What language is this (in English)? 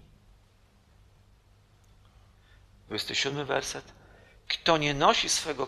Polish